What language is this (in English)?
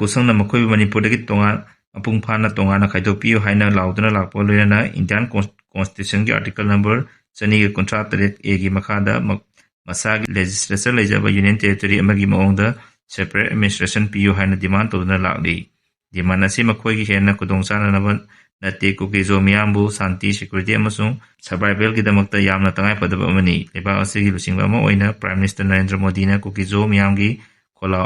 Manipuri